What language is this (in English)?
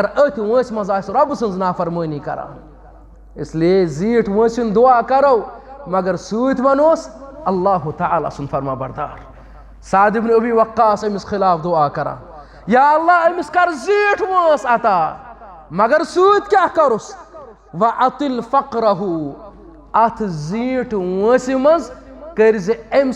Kashmiri